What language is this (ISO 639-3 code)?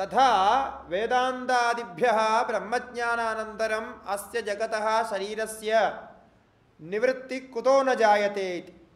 san